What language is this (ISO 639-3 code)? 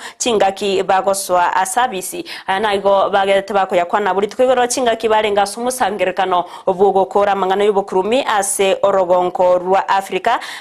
guz